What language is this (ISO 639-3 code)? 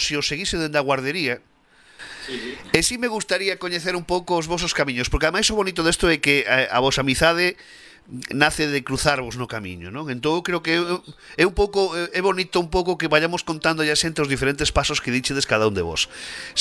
glg